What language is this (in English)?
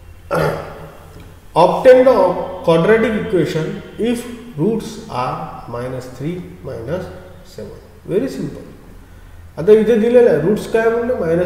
Marathi